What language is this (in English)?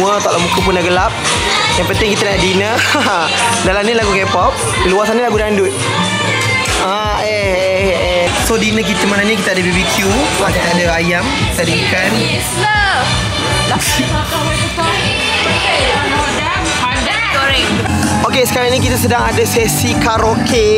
Malay